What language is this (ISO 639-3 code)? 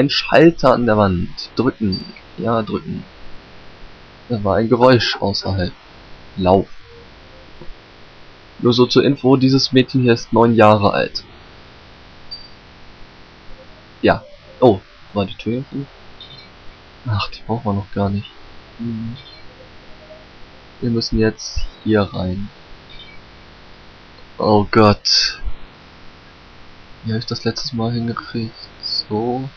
deu